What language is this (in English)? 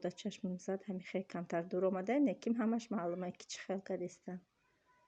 Tajik